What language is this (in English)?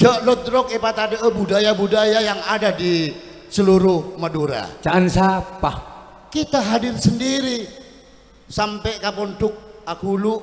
Madurese